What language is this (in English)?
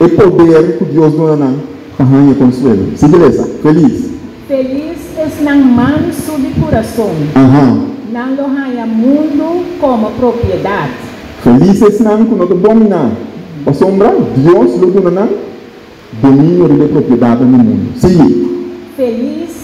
Papiamento